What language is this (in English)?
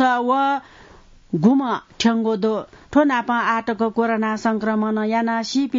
Newari